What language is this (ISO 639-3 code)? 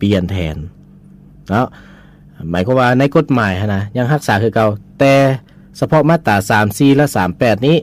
lao